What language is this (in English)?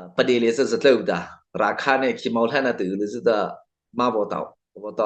Mara Chin